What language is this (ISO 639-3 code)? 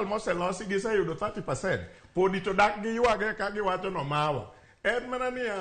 luo